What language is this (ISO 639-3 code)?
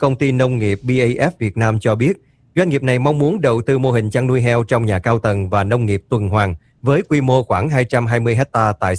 vie